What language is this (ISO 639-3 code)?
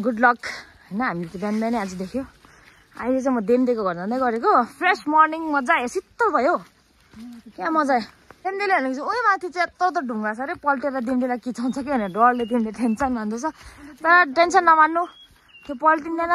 nep